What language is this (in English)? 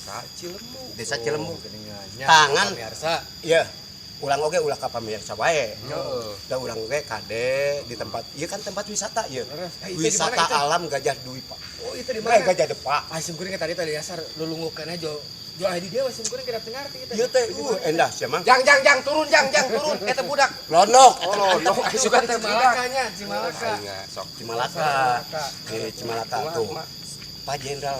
Sundanese